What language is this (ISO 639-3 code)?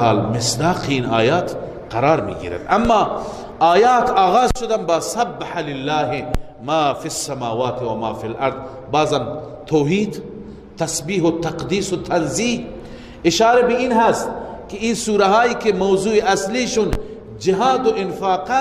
fas